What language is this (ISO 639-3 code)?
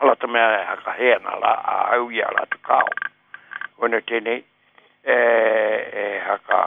mri